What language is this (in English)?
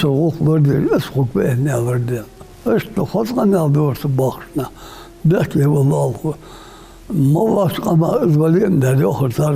Ingush